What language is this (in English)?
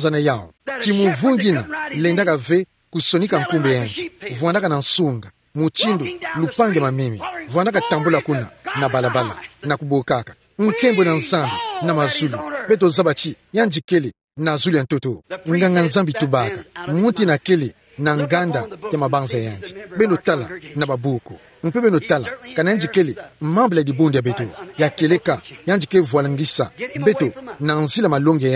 Kituba (Democratic Republic of Congo)